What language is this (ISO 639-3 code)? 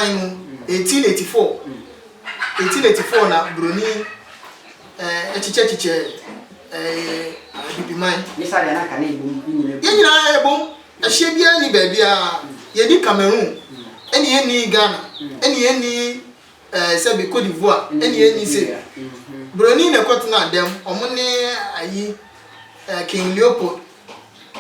aka